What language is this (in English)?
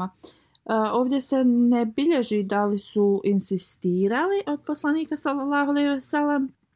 Bosnian